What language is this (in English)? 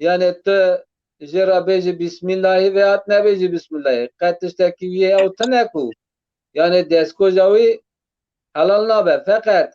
Kurdish